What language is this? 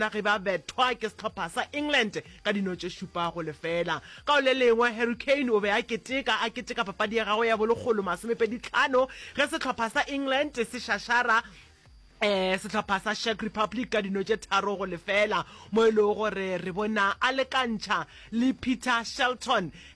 Northern Sotho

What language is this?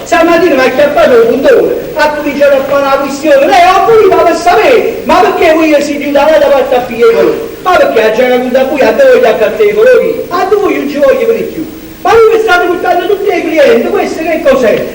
Neapolitan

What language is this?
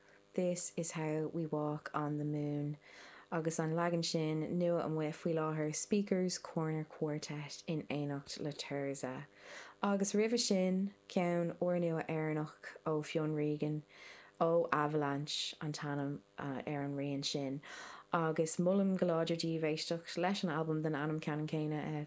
Irish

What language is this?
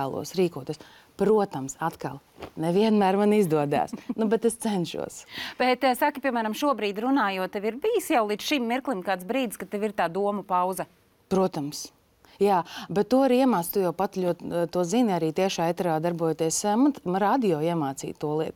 Latvian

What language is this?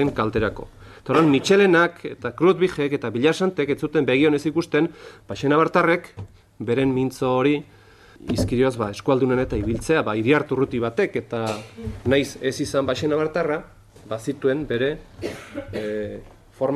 Basque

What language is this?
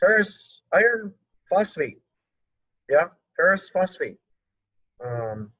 Hawaiian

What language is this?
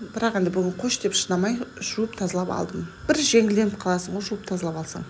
Kazakh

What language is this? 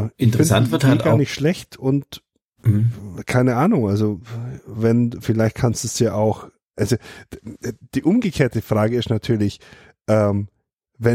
German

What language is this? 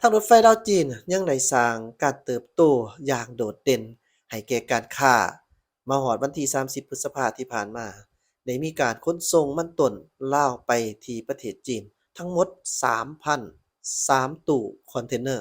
Lao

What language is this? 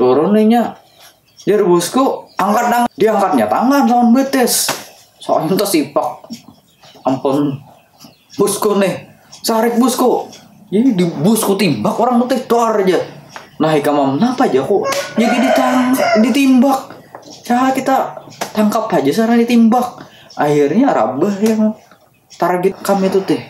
Banjar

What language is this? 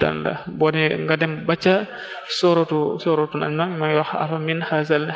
Wolof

